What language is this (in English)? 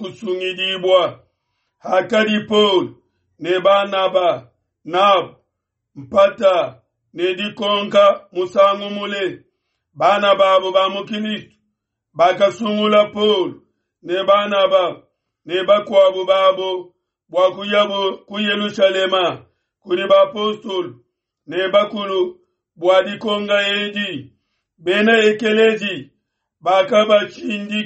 Luba-Lulua